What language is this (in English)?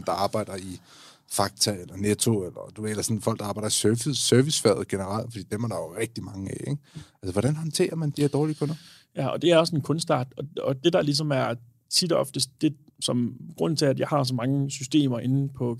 Danish